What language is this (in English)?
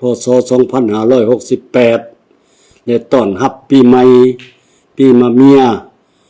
Lao